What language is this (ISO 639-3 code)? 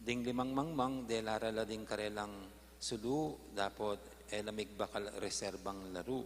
pam